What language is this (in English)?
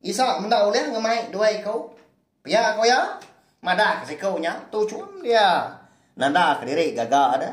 Iban